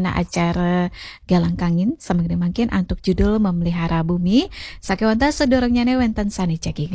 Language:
Balinese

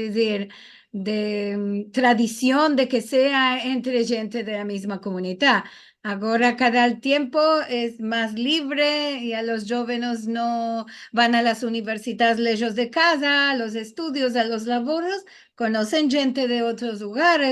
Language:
Ladino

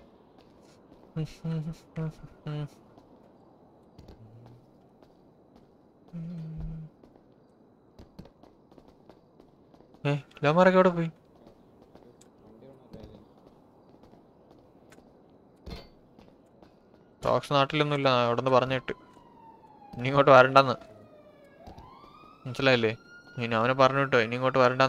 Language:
Malayalam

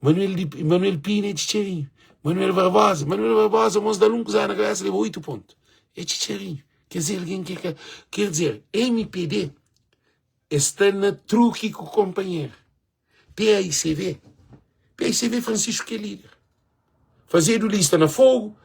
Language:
Kabuverdianu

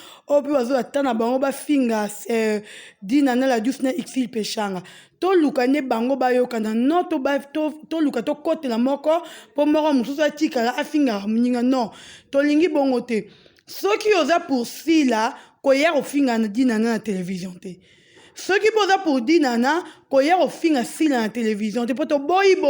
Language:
Lingala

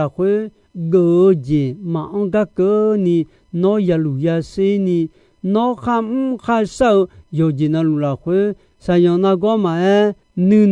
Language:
Akha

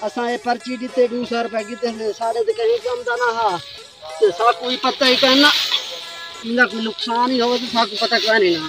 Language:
Saraiki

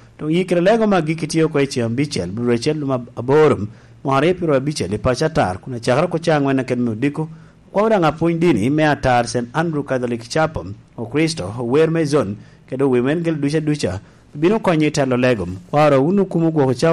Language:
Lango (Uganda)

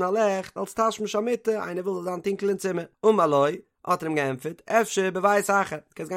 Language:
Yiddish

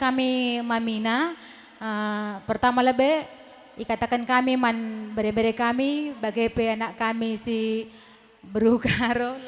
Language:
Batak Karo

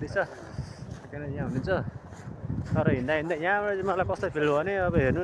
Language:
Nepali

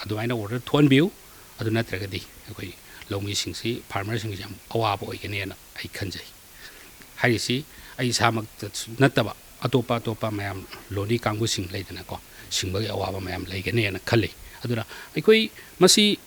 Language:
Manipuri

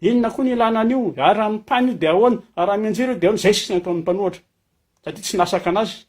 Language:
Malagasy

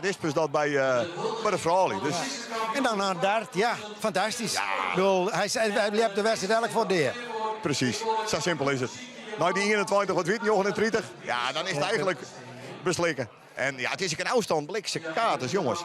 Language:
Western Frisian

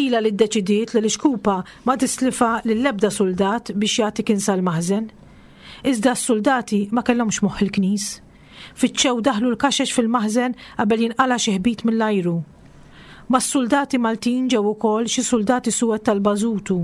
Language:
Maltese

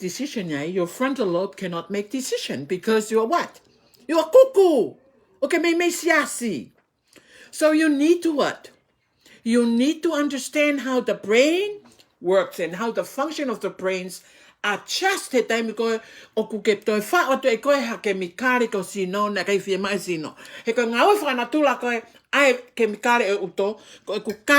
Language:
Tongan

